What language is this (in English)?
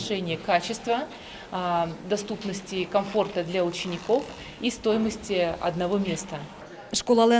Udmurt